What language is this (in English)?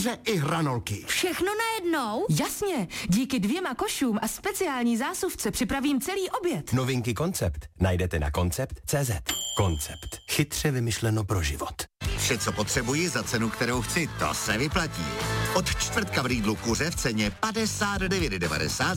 Czech